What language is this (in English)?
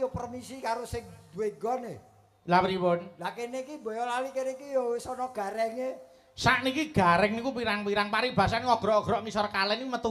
Javanese